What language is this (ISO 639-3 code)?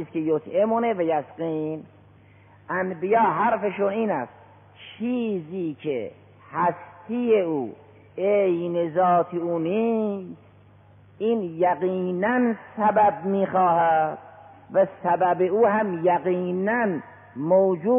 fas